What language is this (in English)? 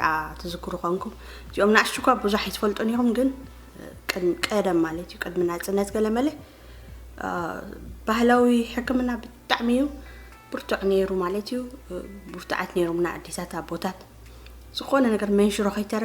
Tigrinya